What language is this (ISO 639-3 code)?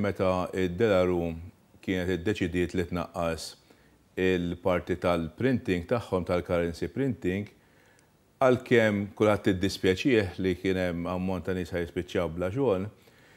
mlt